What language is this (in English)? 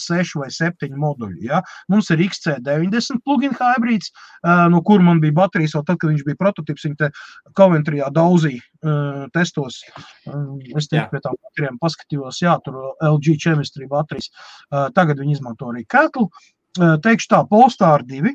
Latvian